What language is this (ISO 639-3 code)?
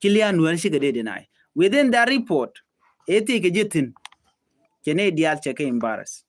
nus